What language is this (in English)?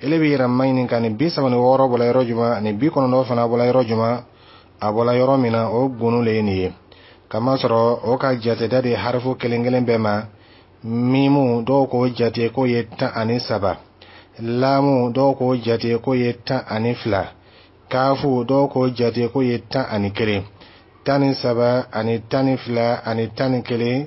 Dyula